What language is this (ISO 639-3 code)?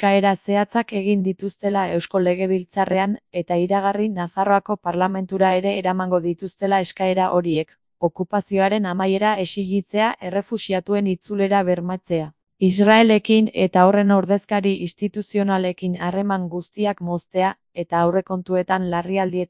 eus